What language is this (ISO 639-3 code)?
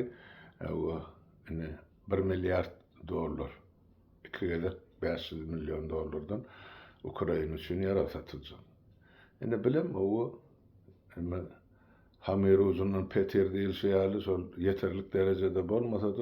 tuk